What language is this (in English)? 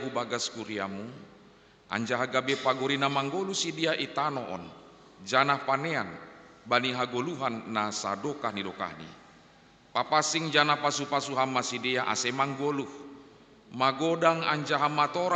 Batak Simalungun